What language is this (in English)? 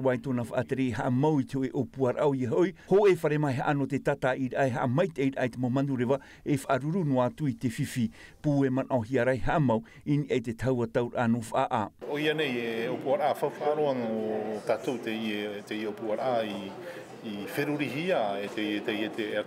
Tahitian